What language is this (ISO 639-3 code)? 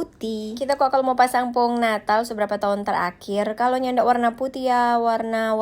xmm